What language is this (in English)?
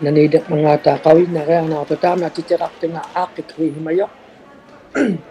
Inuktitut